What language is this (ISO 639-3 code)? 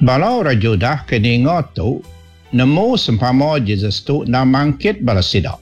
iba